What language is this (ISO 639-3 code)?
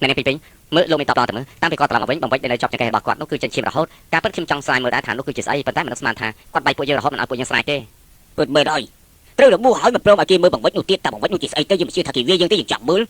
khm